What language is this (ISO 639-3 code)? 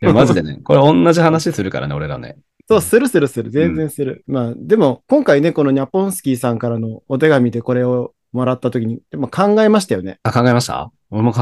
jpn